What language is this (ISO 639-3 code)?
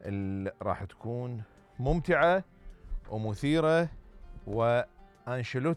acm